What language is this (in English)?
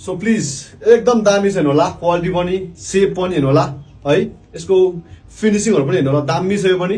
Nepali